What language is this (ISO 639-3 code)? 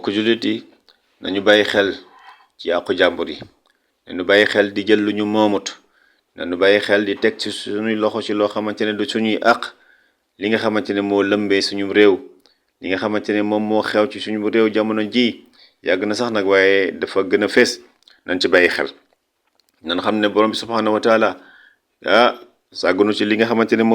wol